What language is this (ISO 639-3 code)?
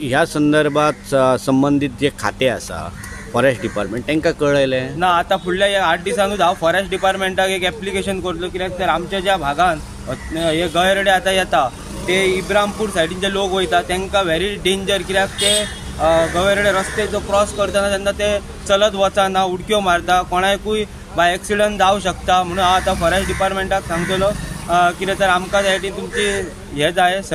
kok